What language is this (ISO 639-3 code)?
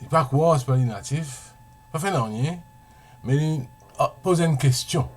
mfe